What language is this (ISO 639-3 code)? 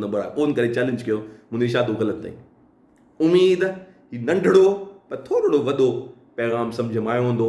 snd